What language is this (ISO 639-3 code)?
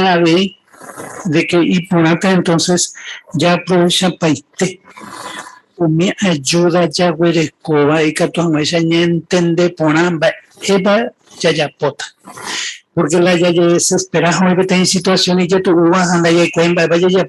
grn